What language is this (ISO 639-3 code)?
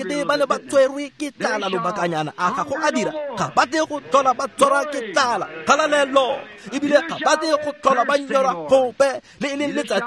tsn